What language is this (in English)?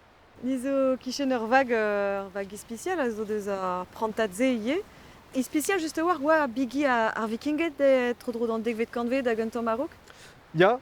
Breton